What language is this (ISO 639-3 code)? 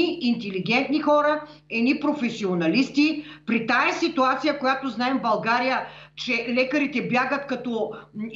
bul